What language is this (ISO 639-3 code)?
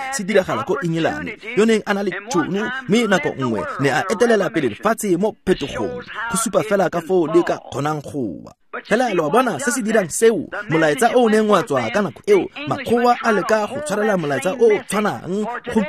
tsn